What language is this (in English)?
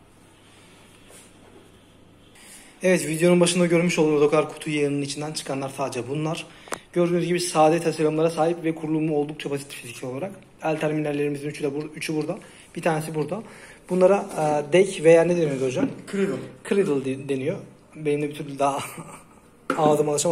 Turkish